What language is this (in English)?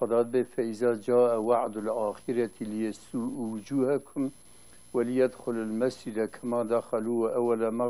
Kurdish